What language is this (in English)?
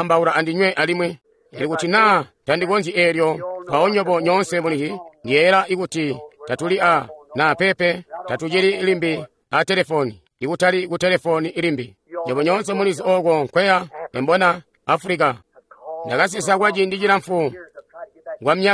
Tonga (Zambia)